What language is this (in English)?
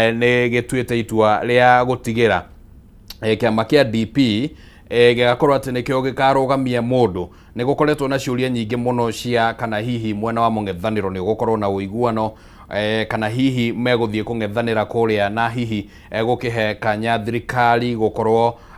Kikuyu